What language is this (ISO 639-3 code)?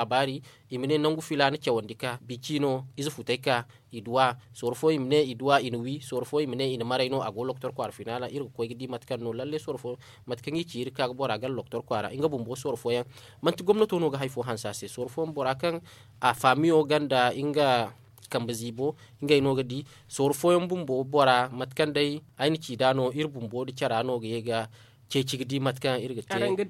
dje